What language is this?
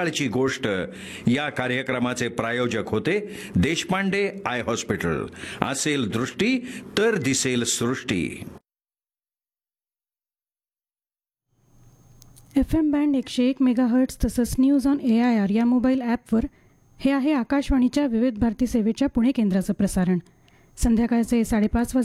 Marathi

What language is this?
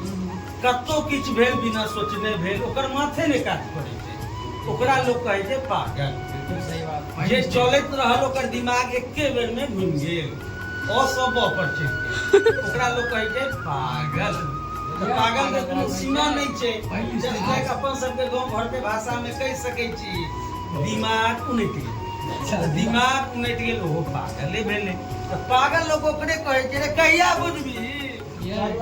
Maithili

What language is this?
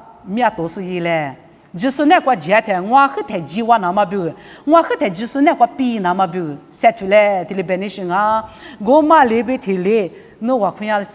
Lisu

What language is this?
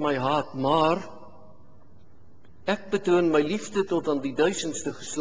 Afrikaans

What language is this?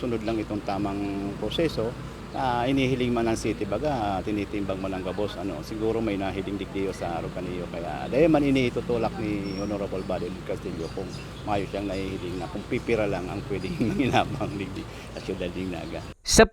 Bikol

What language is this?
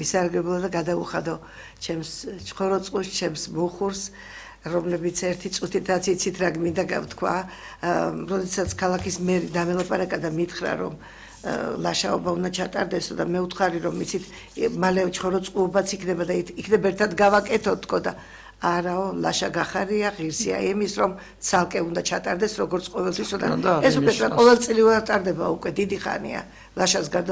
Georgian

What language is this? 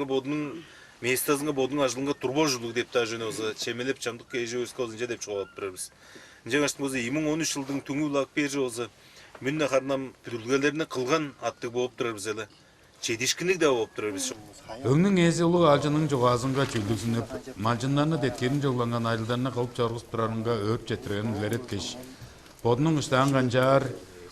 Tuvinian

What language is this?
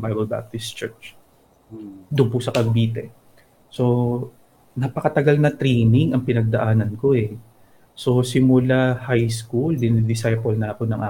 Filipino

